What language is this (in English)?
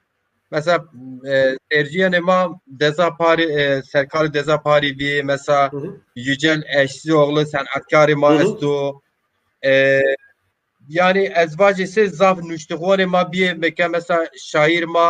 Zaza